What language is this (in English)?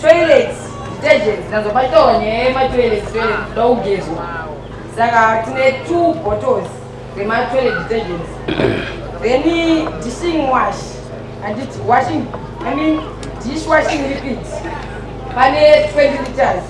Shona